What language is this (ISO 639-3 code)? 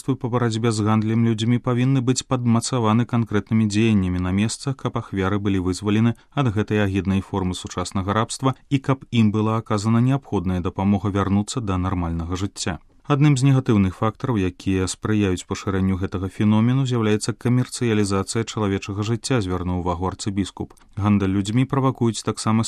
bel